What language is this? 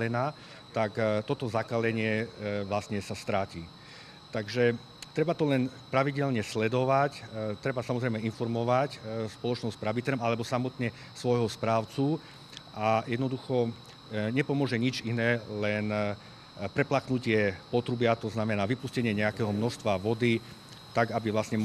Slovak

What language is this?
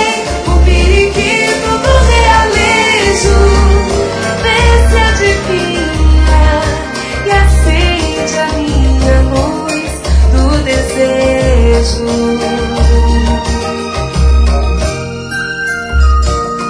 Portuguese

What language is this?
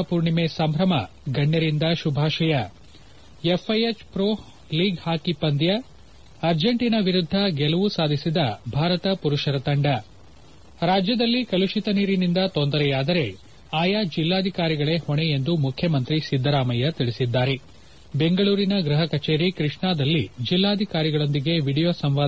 Kannada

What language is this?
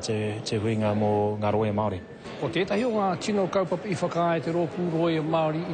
Māori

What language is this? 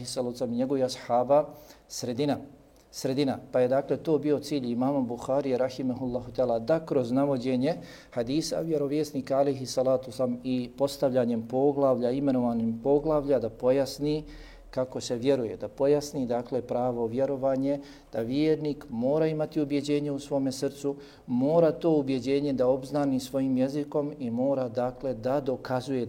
Bosnian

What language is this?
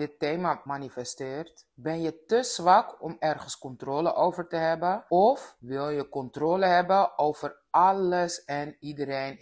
Dutch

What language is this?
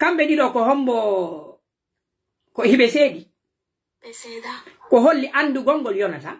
Pular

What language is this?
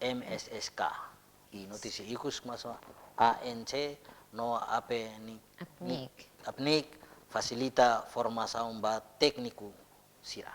Tetum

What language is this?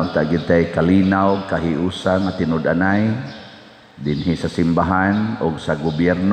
Cebuano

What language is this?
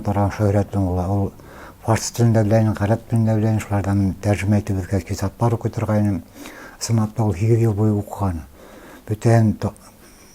Bashkir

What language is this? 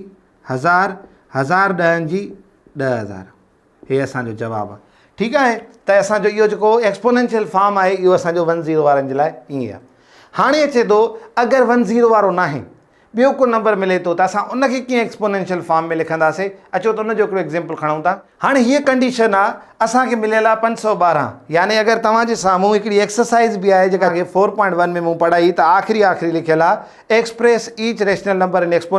Sindhi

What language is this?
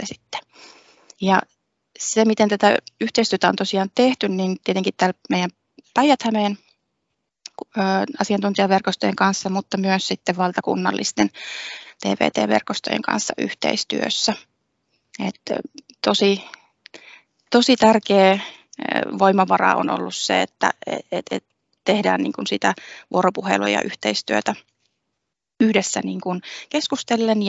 Finnish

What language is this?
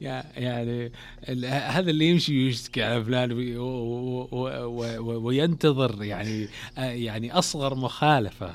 Najdi Arabic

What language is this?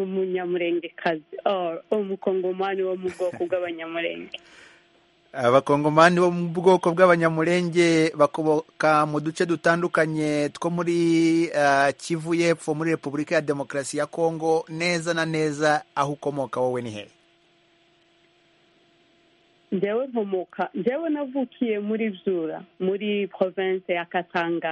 Kinyarwanda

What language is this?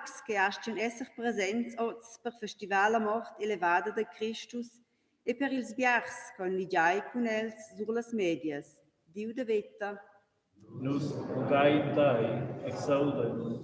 Romansh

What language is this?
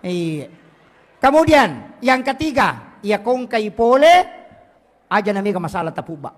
Buginese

